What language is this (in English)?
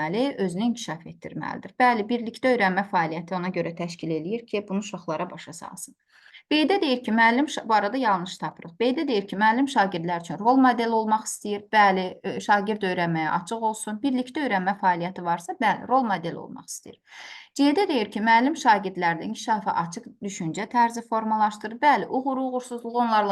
Azerbaijani